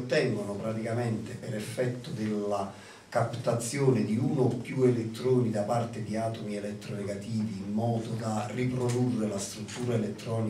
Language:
Italian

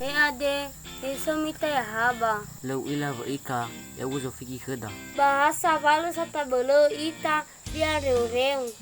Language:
Nias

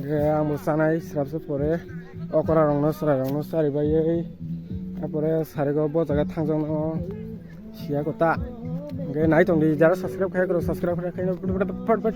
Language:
Kok Borok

